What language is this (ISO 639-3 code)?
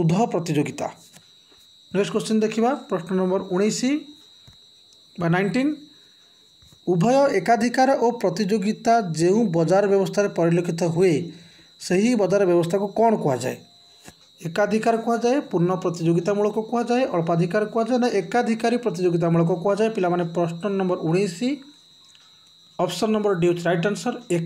ori